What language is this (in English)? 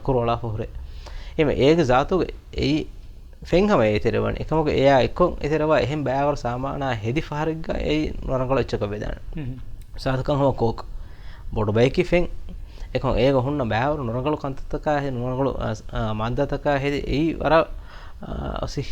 Divehi